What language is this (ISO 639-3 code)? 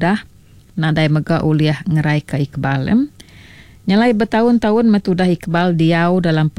iba